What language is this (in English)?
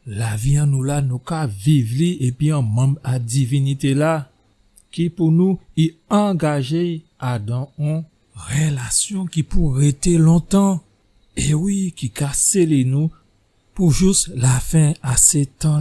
Guadeloupean Creole French